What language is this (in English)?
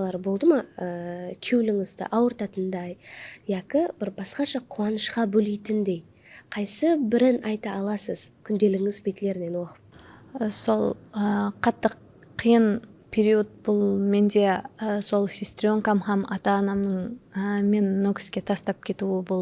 Kara-Kalpak